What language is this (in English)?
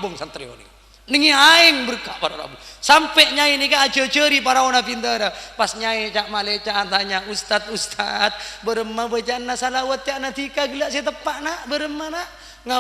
Madurese